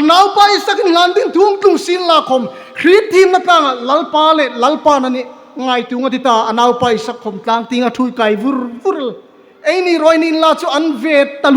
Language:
Hmar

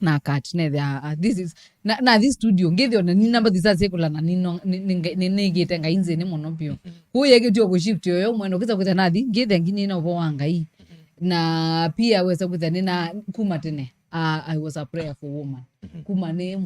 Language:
Kamba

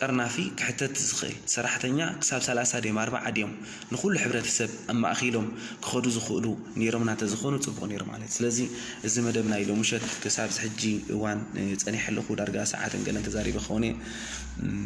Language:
Tigrinya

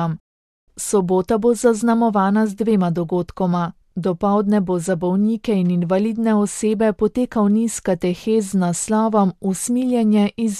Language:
Slovenian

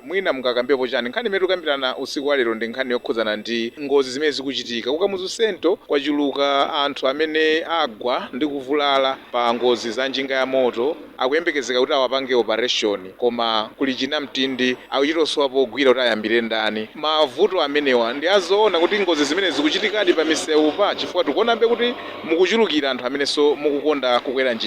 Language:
Nyanja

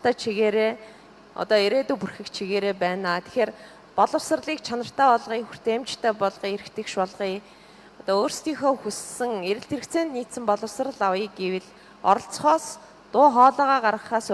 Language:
Mongolian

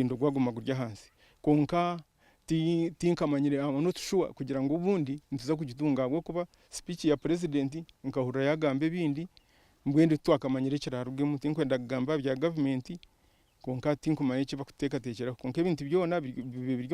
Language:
Nyankole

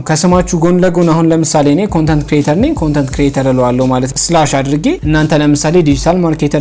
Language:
Amharic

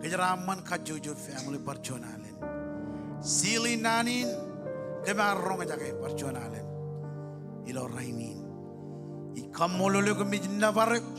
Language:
Marshallese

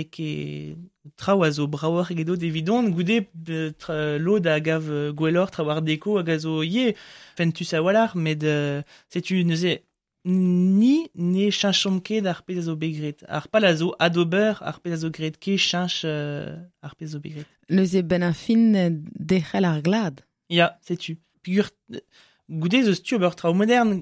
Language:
Breton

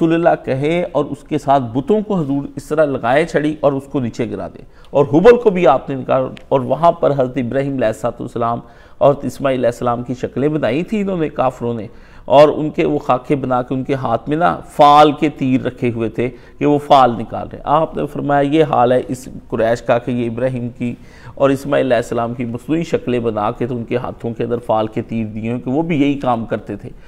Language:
Urdu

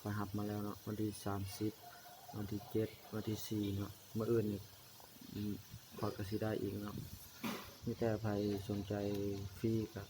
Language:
Lao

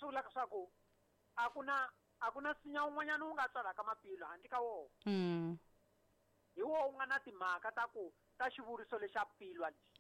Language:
Tsonga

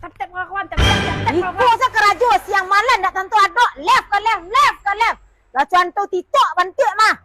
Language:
Minangkabau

